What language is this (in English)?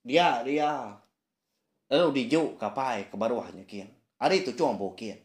Iban